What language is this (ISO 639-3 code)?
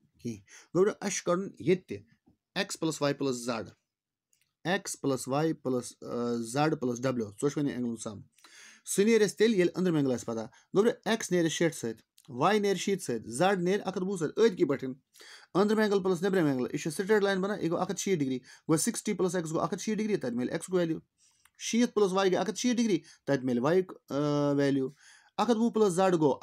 kas